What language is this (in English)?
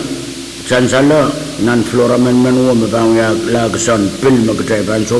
Pohnpeian